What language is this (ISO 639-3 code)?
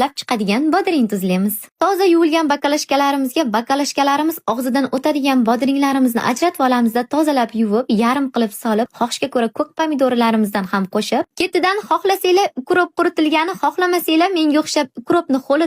uzb